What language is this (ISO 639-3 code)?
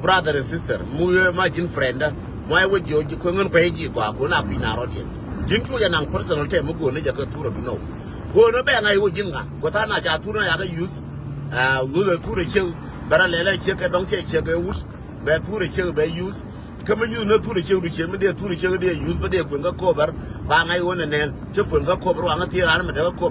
nus